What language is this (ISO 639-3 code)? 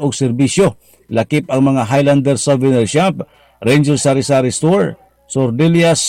ceb